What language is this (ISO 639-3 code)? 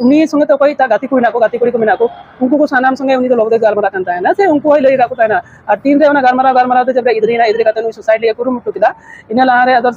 sat